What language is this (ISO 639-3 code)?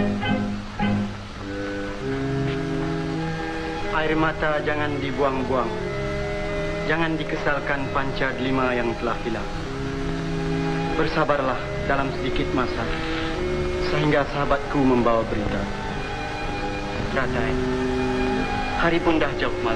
msa